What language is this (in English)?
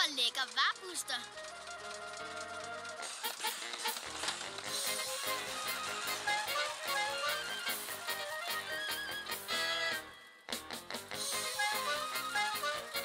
Danish